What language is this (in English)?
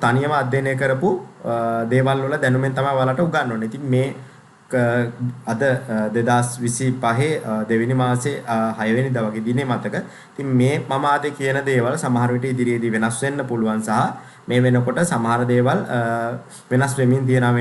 Sinhala